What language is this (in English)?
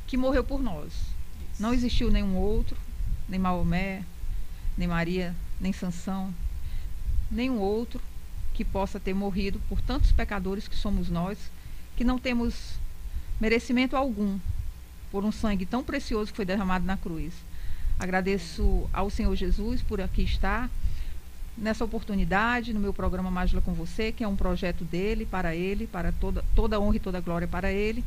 Portuguese